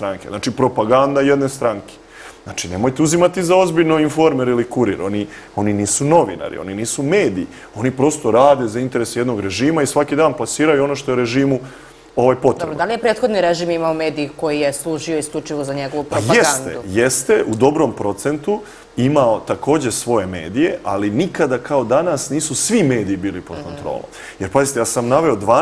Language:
Serbian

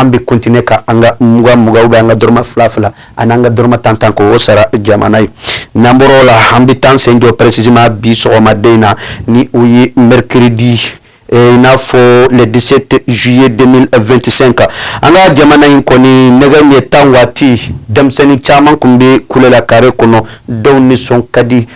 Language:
Bambara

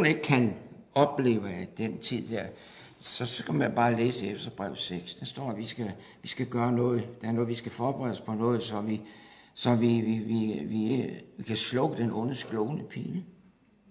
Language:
Danish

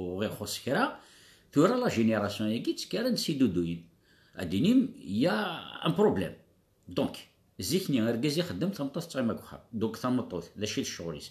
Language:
Kabyle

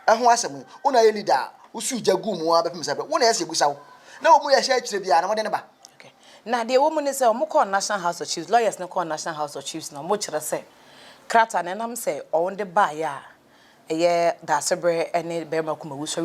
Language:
Akan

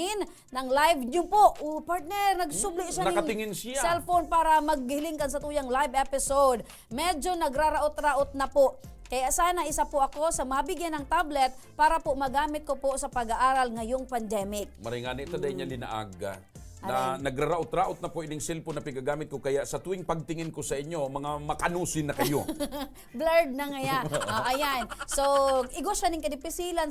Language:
Bikol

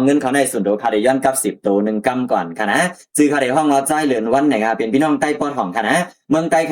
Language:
Shan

